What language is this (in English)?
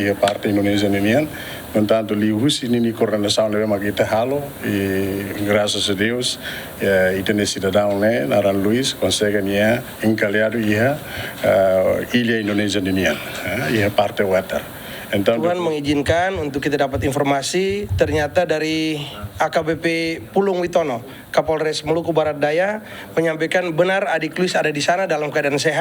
Tetum